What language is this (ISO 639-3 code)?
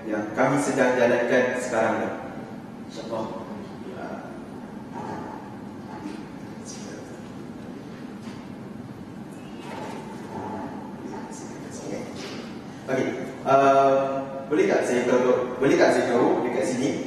msa